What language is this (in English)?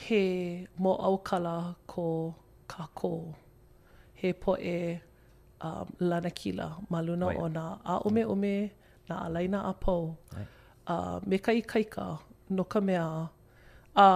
Hawaiian